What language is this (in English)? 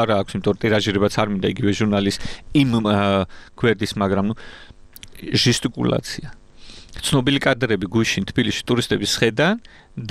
Georgian